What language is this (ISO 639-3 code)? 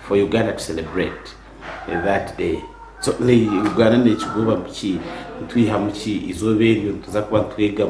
nyn